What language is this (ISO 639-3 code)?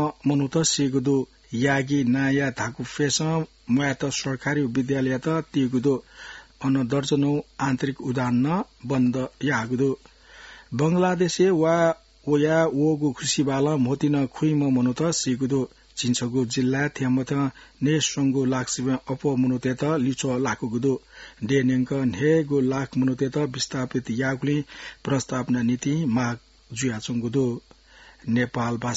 new